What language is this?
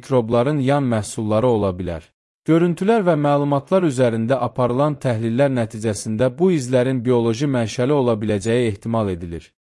Azerbaijani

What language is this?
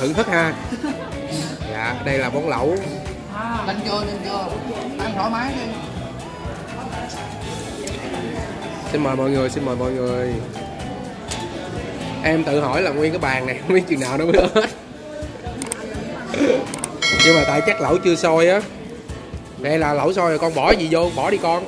Vietnamese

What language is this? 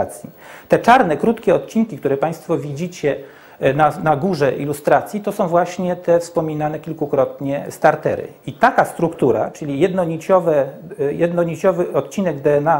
Polish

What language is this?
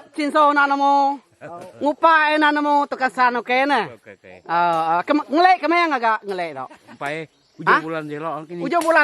Iban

